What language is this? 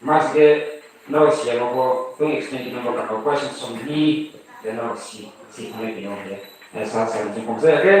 Riang (India)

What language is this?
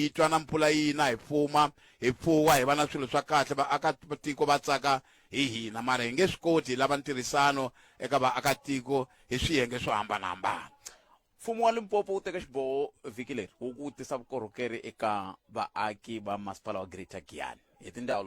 Tsonga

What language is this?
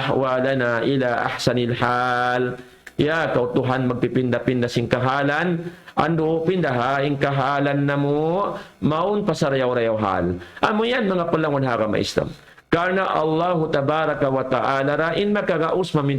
Tausug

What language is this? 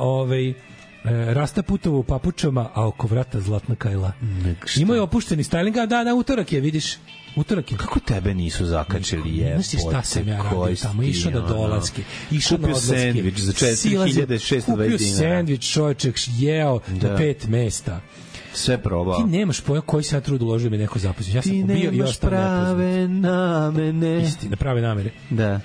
Serbian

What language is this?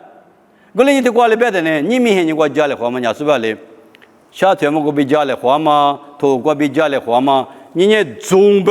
Lisu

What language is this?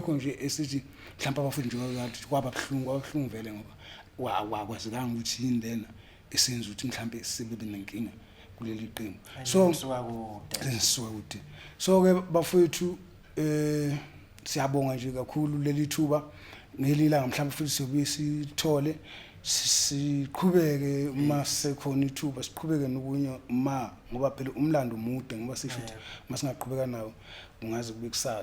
Zulu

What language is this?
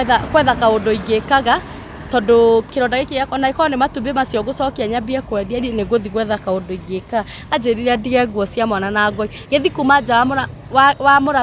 Kikuyu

